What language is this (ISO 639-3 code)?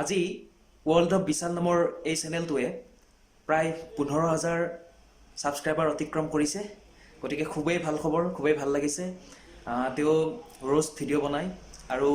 asm